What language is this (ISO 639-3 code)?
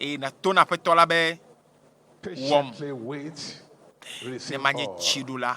ewe